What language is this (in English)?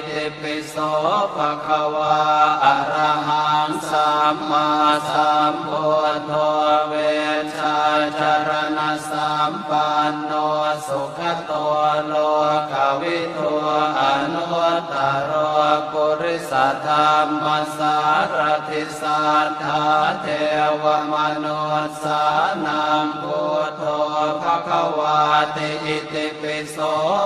Pali